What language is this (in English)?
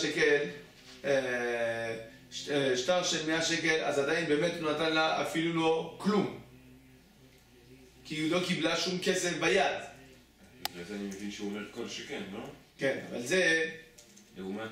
Hebrew